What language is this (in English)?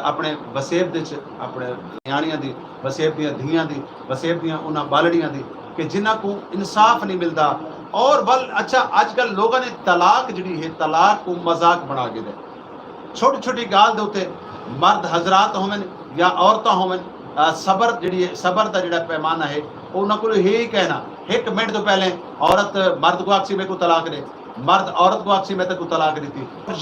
Saraiki